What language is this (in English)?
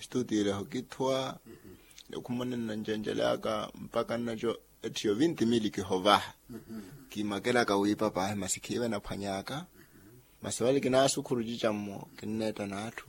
Makhuwa